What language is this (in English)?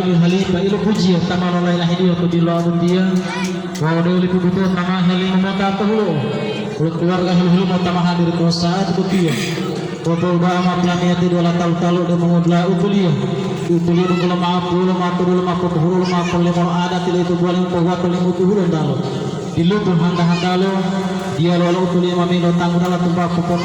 Gorontalo